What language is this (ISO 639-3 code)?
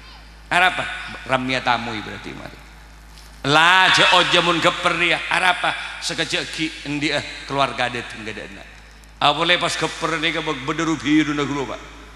mad